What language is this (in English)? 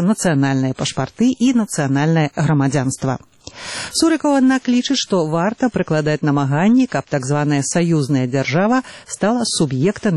Belarusian